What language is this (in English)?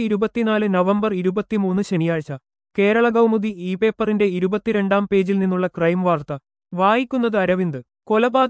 Malayalam